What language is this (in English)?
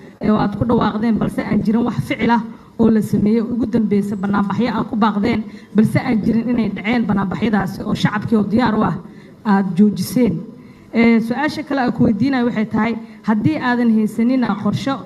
Somali